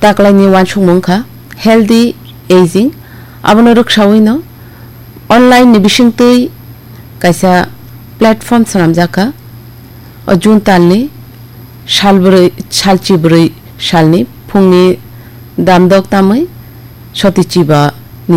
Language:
Kok Borok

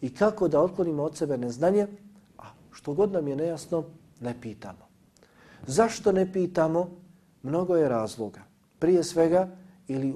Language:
Bosnian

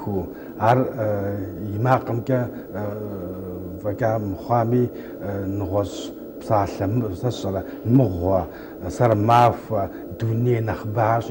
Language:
Kabardian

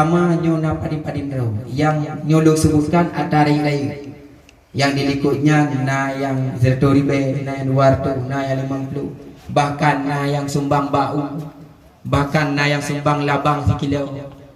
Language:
Achinese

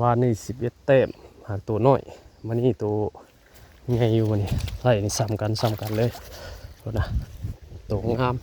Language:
Northeastern Thai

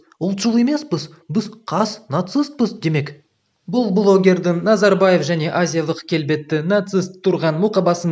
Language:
Kazakh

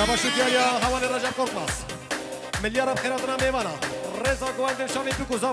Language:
Kurdish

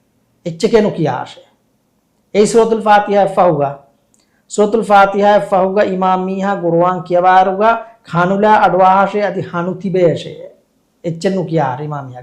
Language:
Divehi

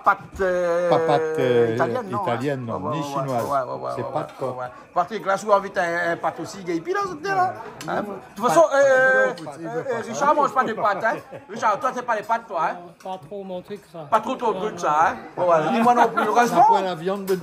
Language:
Réunion Creole French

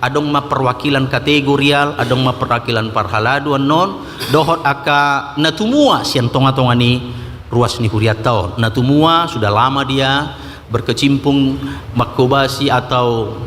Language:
Batak Toba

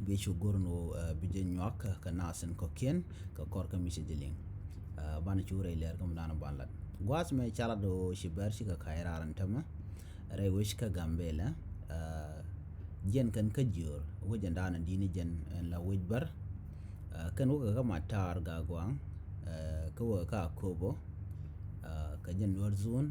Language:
Nuer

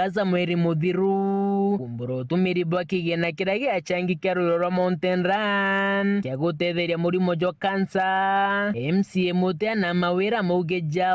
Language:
Meru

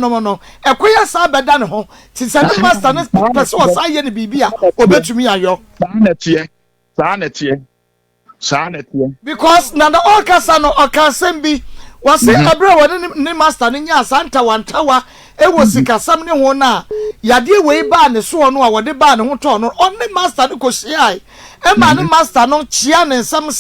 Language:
Akan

